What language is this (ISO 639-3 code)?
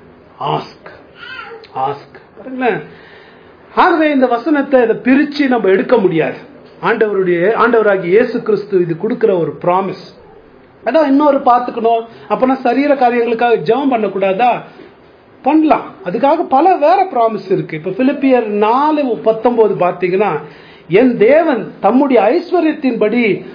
tam